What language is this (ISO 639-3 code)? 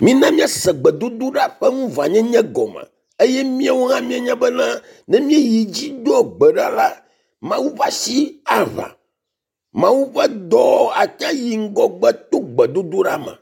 ewe